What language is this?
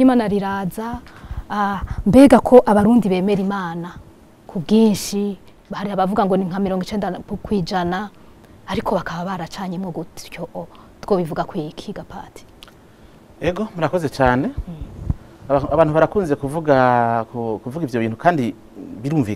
Rundi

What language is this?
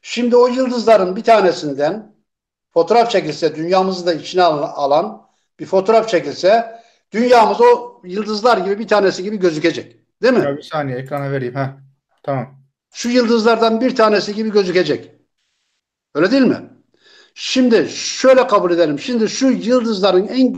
Turkish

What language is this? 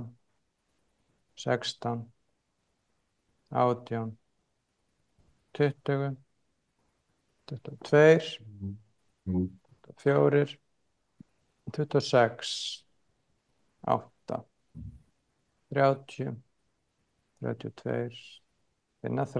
Icelandic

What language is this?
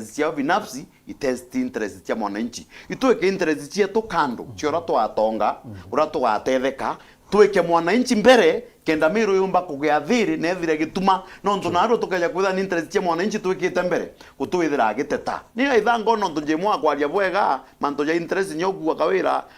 Meru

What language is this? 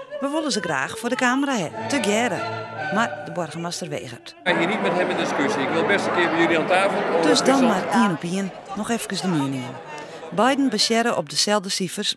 Western Frisian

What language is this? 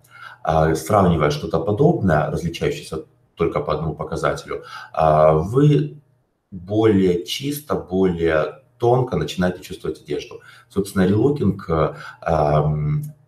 Russian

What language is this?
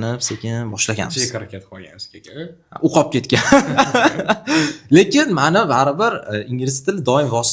Uzbek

